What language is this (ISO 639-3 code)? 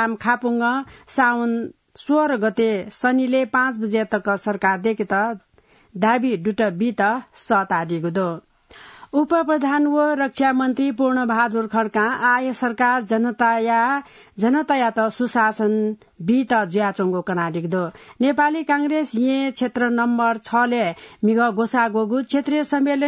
new